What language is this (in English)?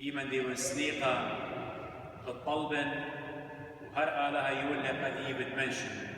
Assyrian Neo-Aramaic